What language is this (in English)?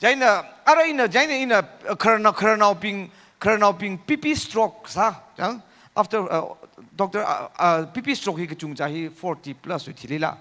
Tangkhul Naga (India)